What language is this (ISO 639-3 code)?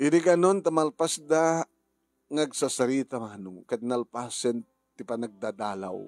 ilo